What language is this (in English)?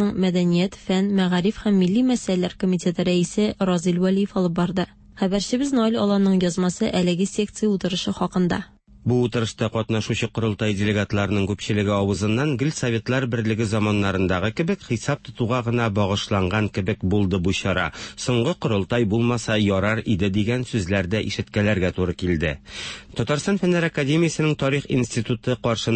Tatar